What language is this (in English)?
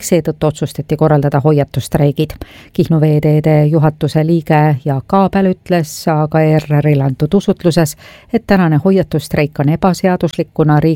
Estonian